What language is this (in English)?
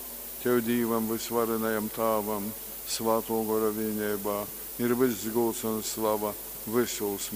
Latgalian